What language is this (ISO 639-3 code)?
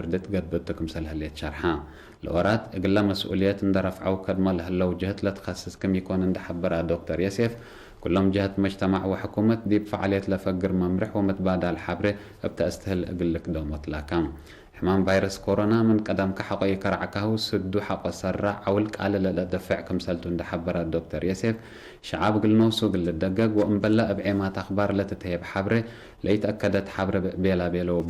tig